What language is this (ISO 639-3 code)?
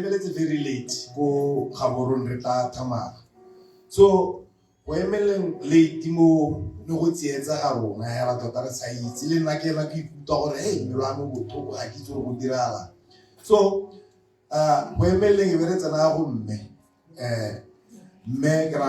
tsn